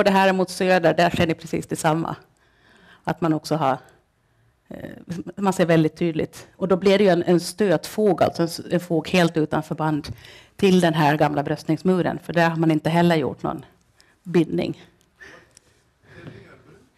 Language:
Swedish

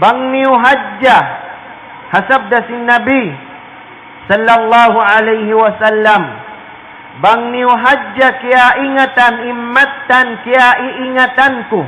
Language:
Tausug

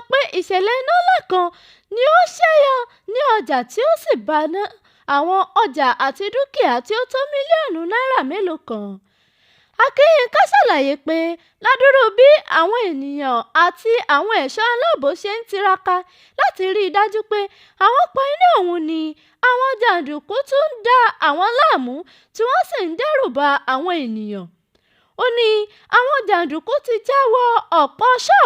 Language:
Yoruba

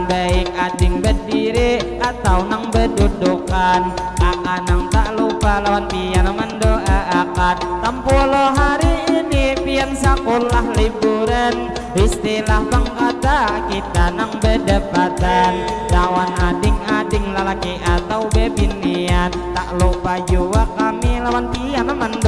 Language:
Banjar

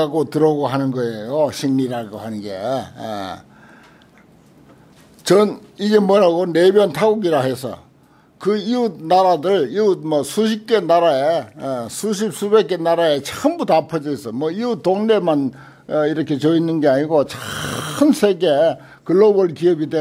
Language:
Korean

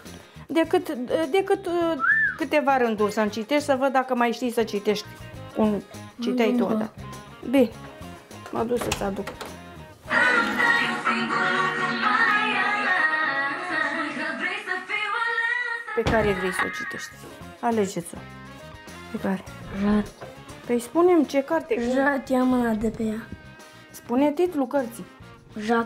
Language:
Romanian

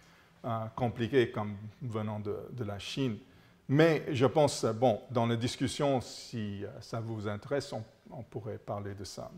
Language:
French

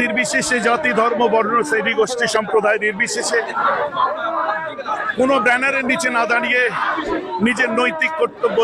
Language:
Bangla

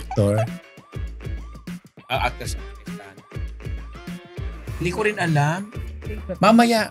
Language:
Filipino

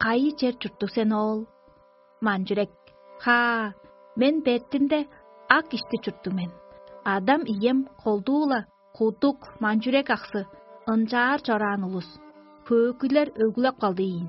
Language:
Tuvinian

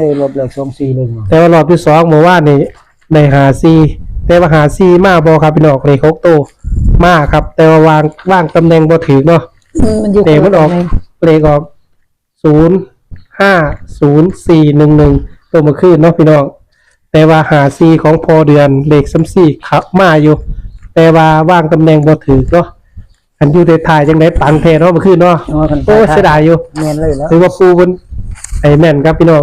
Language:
Northeastern Thai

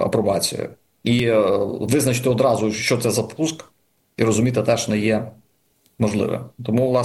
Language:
Ukrainian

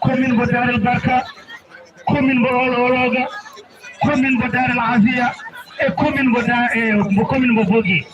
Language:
Fula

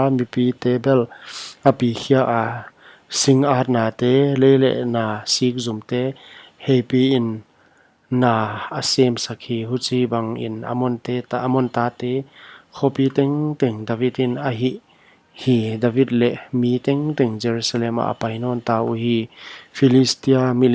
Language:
Paite Chin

